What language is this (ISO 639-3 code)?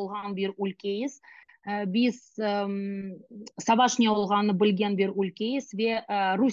crh